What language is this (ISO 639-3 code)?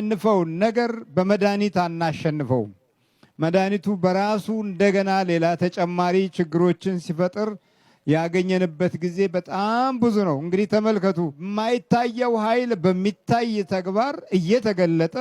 amh